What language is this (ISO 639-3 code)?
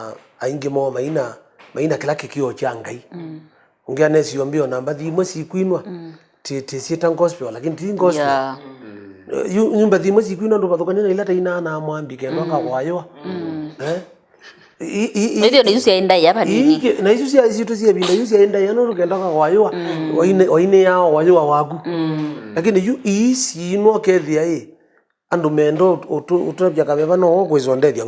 kam